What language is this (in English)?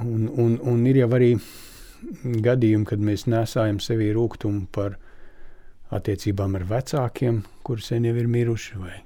Latvian